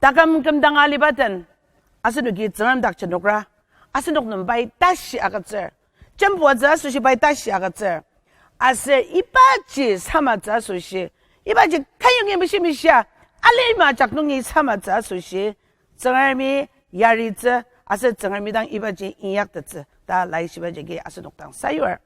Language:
Ao Naga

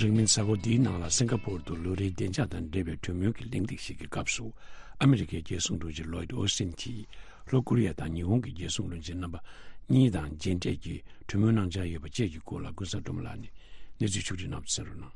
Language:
Tibetan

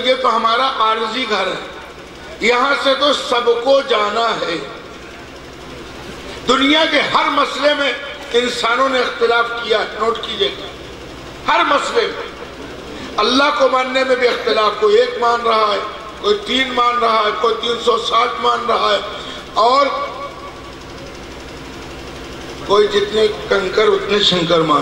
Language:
Urdu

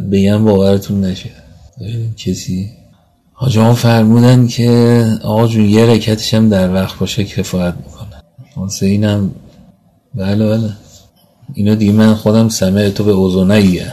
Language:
Persian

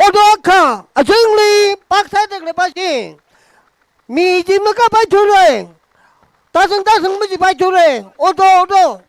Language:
Tangkhul Naga (India)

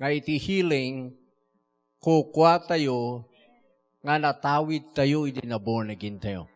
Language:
Iloko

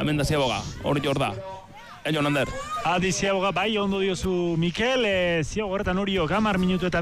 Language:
Basque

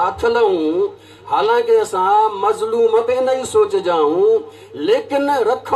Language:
Sindhi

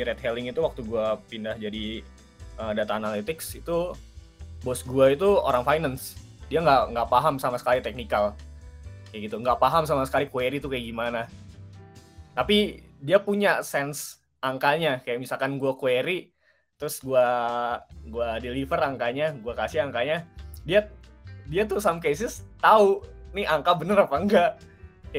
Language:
Indonesian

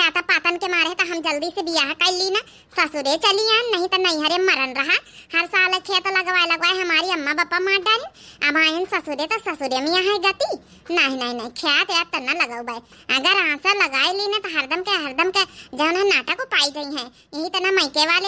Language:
Awadhi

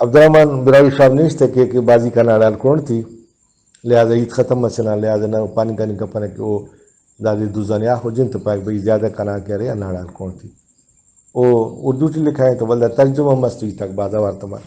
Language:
Brahui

